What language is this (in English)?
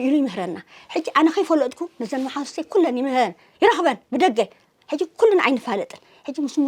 Tigrinya